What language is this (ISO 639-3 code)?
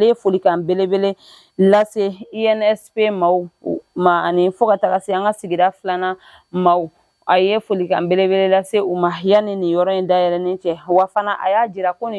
bam